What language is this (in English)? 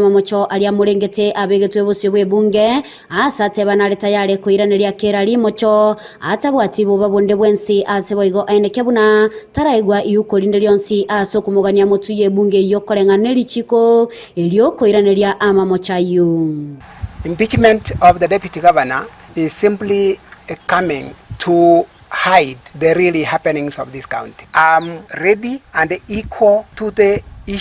Gusii